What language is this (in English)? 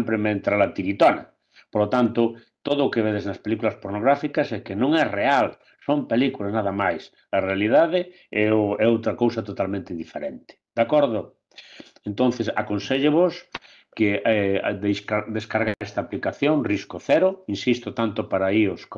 Galician